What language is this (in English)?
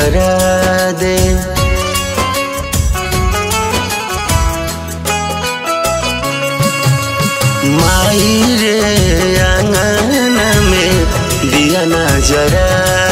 Bhojpuri